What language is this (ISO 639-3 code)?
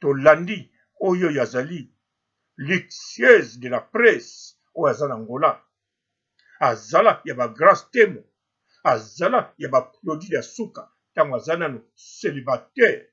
lin